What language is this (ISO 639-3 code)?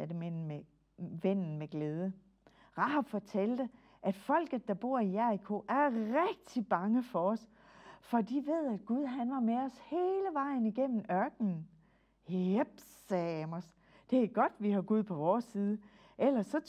dan